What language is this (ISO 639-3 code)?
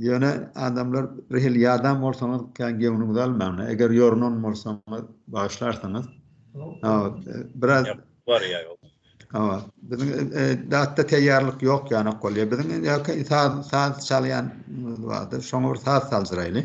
tuk